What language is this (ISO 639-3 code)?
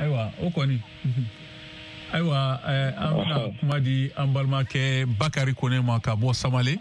bam